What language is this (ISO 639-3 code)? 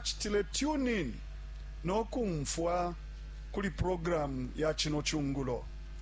bem